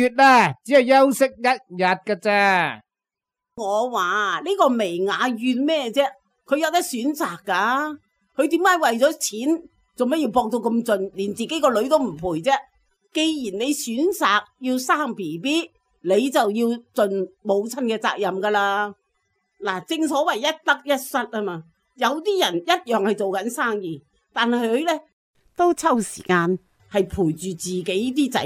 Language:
Cantonese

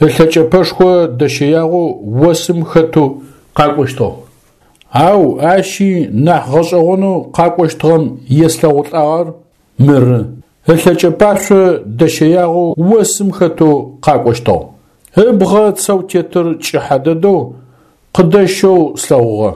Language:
Adyghe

